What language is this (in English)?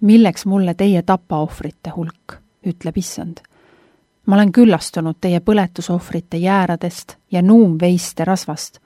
Estonian